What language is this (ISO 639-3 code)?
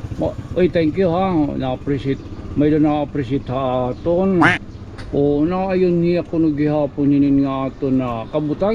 war